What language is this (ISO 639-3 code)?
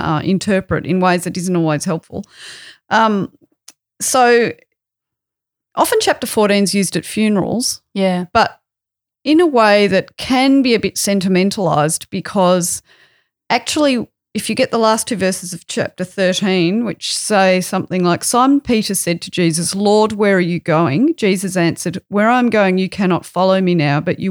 eng